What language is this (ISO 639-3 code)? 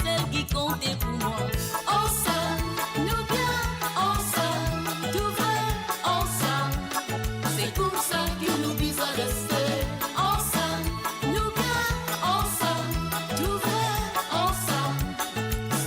mfe